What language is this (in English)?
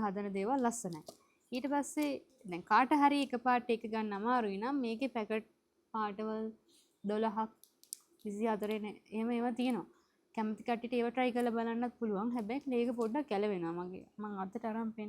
Sinhala